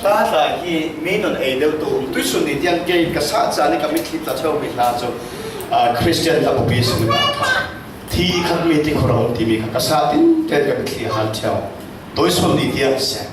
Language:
Falam Chin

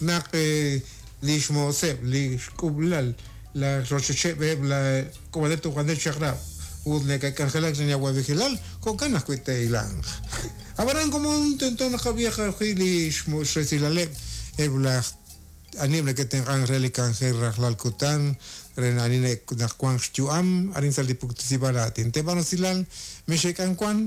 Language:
Kekchí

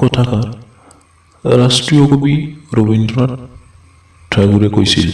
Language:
Assamese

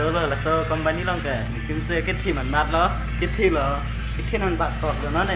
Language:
Karbi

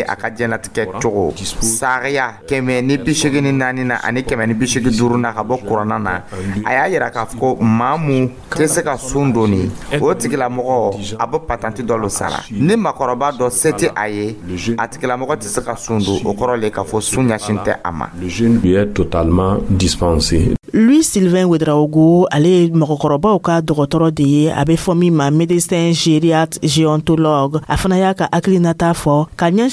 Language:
Dyula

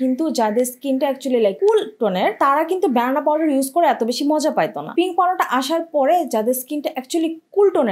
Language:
Bangla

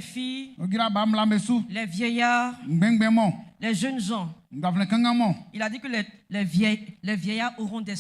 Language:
Baoulé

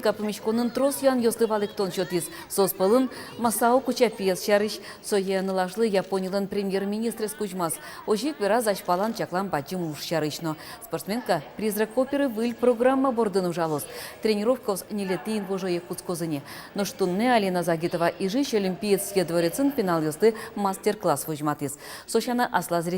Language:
Udmurt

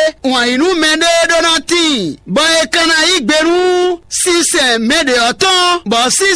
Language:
Fon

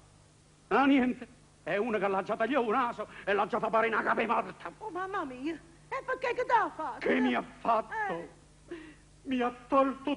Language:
Neapolitan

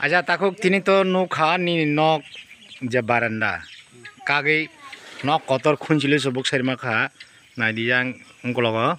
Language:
Kok Borok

